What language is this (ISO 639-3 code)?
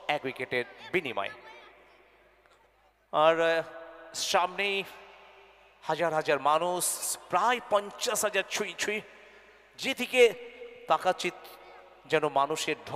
ben